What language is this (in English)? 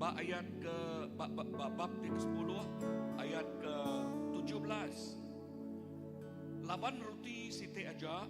Iban